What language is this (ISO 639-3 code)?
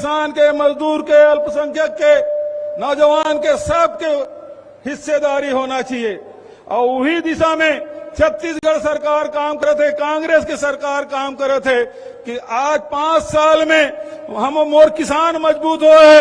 hne